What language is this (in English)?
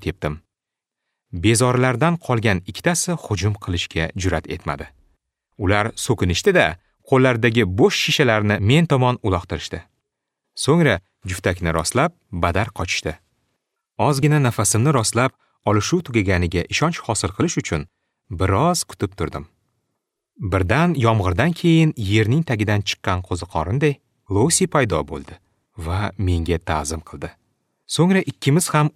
Uzbek